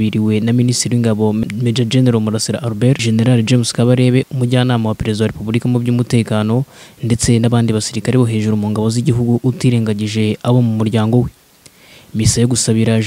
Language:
Kinyarwanda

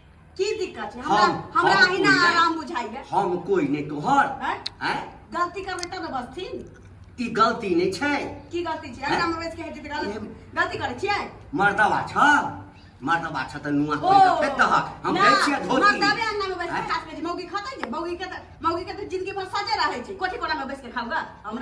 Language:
Maithili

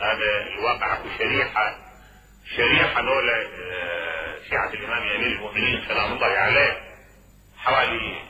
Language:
Mesopotamian Arabic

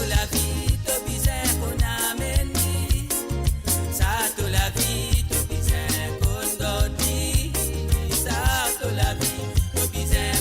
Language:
Morisyen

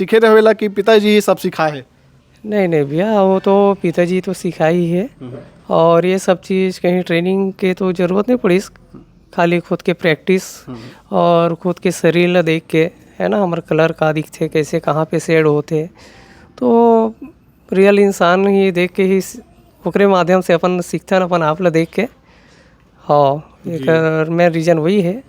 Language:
Chhattisgarhi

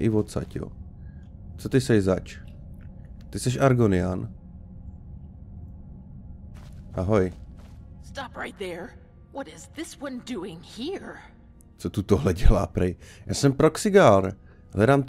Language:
Czech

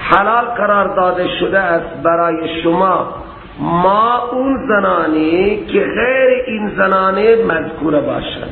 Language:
Persian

